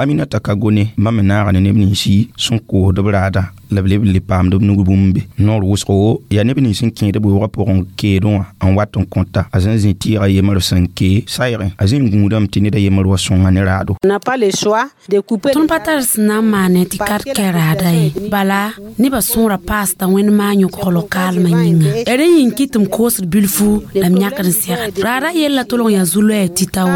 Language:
Mossi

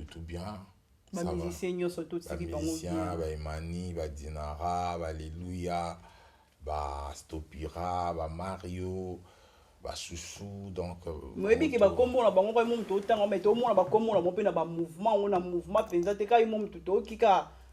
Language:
Lingala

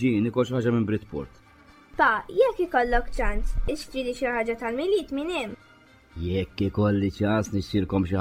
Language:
Maltese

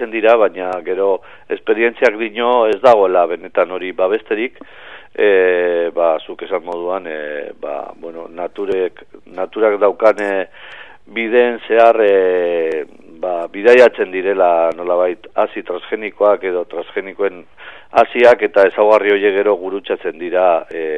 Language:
Basque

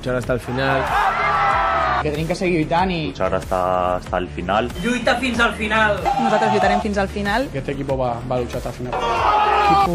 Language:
Catalan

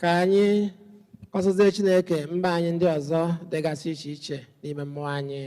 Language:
Igbo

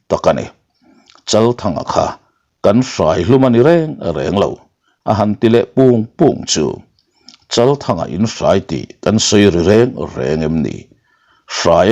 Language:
Mizo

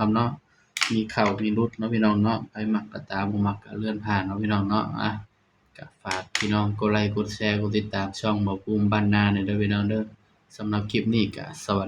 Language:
Northeastern Thai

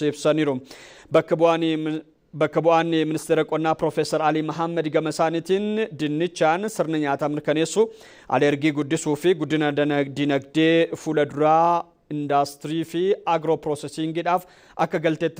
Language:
Oromo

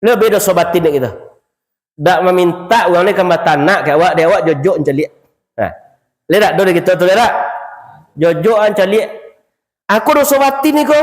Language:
Minangkabau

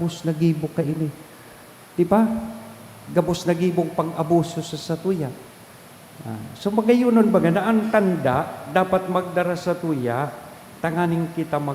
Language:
Bikol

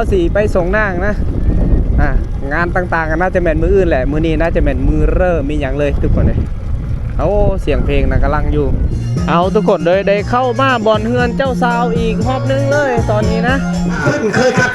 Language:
Lao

